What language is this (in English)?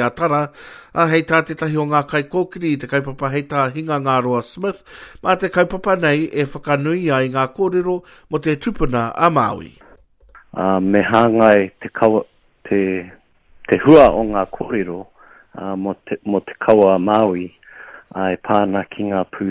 Māori